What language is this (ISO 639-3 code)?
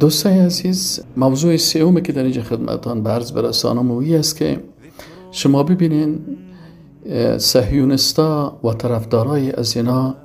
fas